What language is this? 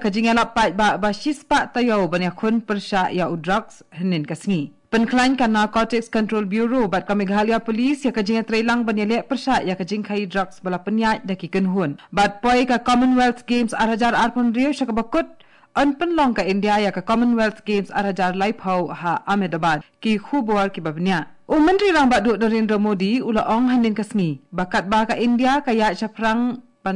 Khasi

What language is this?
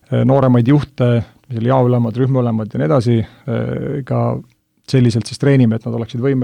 Estonian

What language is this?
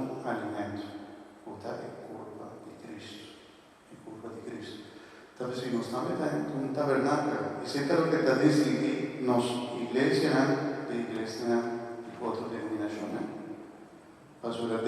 Papiamento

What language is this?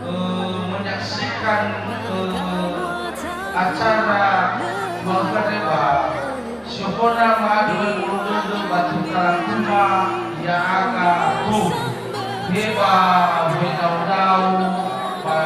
Nias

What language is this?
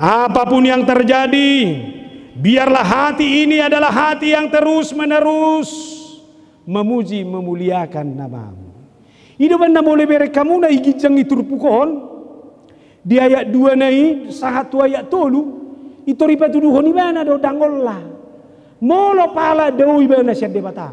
Batak Toba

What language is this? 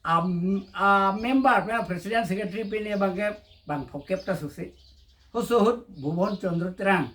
Karbi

